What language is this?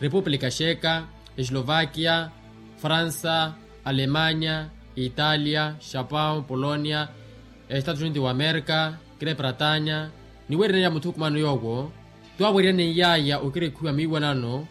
Makhuwa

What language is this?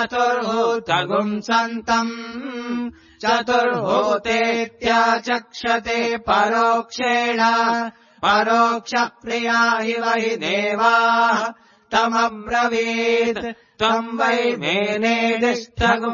Sanskrit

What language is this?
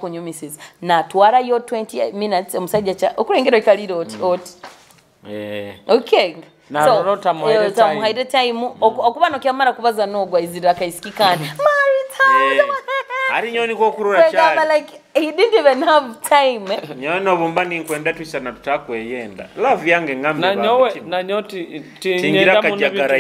Nyoro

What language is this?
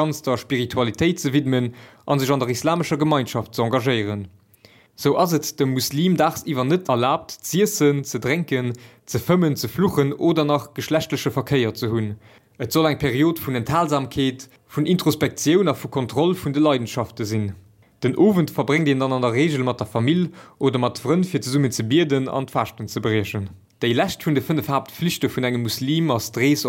Luxembourgish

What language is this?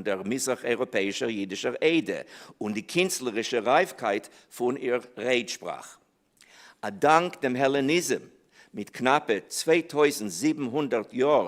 Yiddish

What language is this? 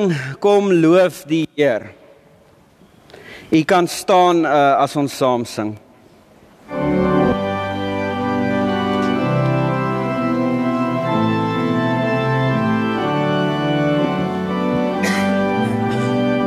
Afrikaans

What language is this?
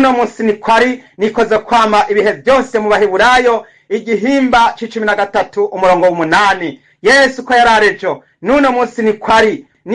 Rundi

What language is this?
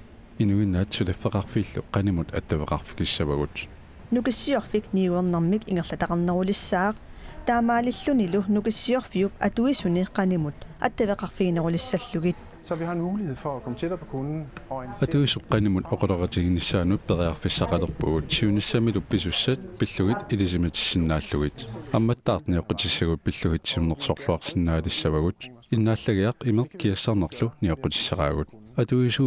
Kalaallisut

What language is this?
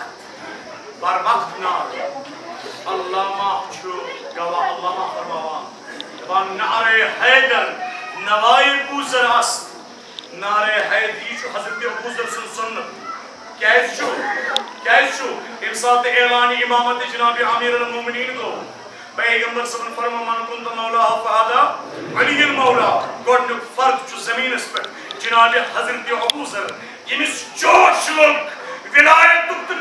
Kashmiri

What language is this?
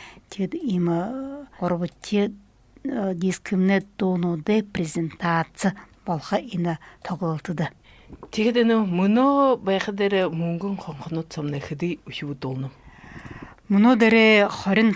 Buriat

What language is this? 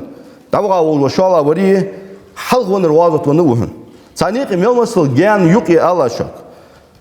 Ingush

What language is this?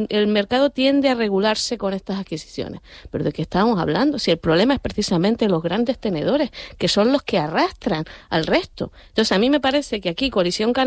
Spanish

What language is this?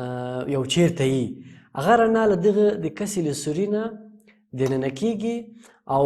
Pashto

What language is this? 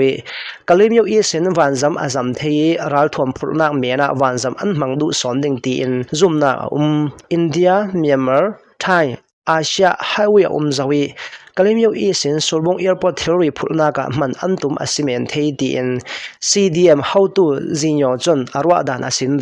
Hakha Chin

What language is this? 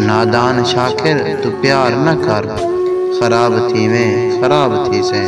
Saraiki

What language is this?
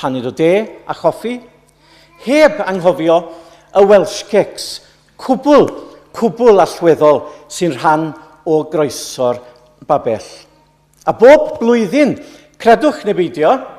Welsh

